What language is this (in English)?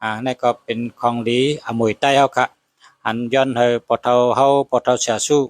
Shan